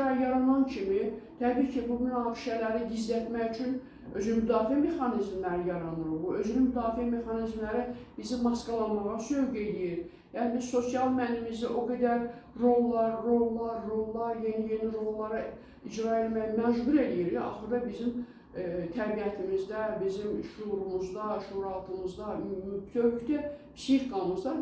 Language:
Azerbaijani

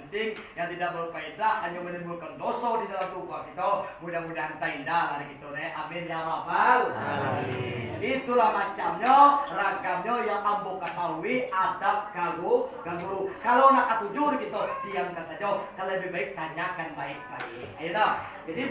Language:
Minangkabau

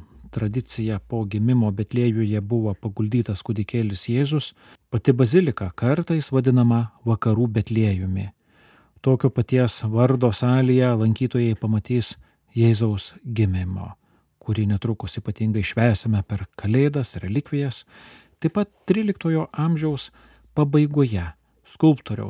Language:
Lithuanian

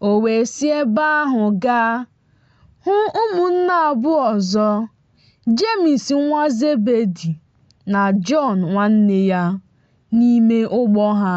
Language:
Igbo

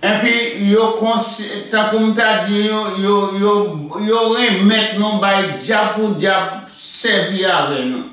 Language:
Haitian Creole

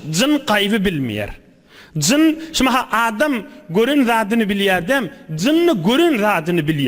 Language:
Turkmen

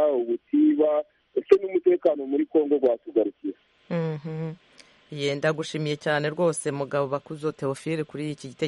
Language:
Kinyarwanda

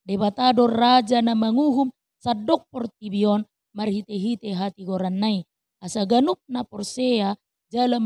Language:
Batak Toba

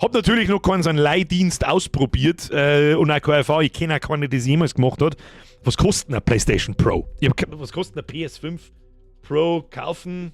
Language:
Bavarian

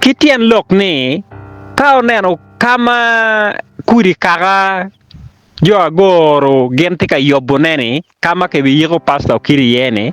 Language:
Acoli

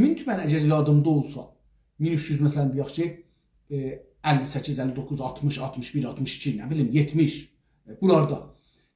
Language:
South Azerbaijani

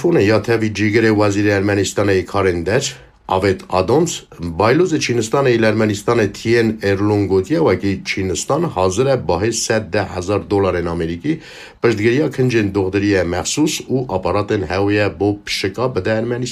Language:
Kurdish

